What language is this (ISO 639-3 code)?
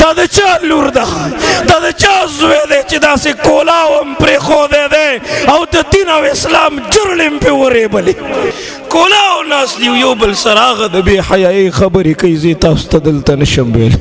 pus